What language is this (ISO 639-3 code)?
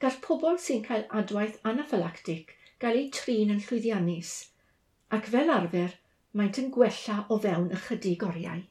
cym